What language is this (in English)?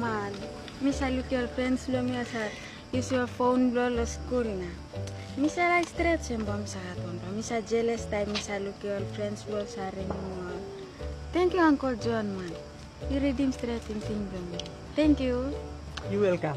Tok Pisin